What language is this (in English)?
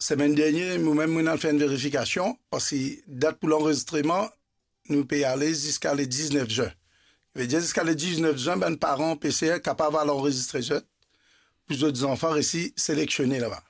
Morisyen